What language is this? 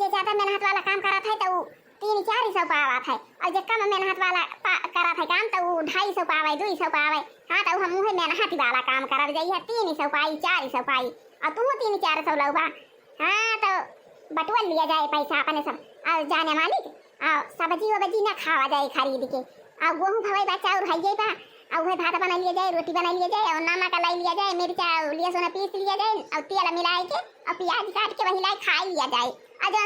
Awadhi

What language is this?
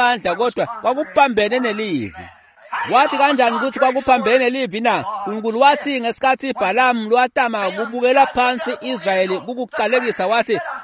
Swati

